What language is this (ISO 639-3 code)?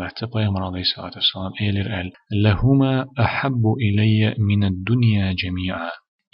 che